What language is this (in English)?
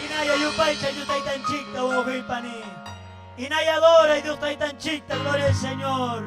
Ayacucho Quechua